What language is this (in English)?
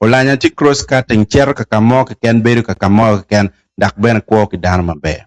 Acoli